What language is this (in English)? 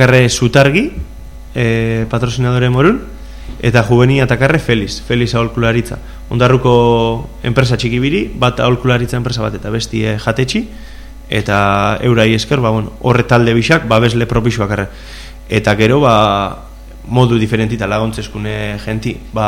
Basque